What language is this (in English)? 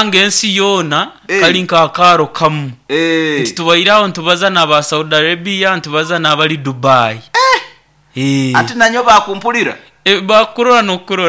Nyoro